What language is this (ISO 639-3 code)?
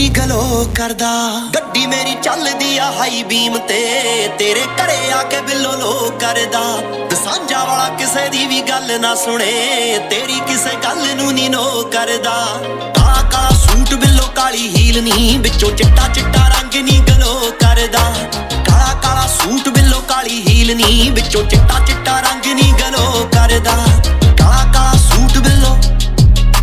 pan